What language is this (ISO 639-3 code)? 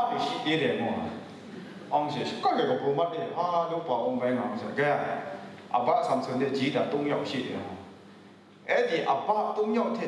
kac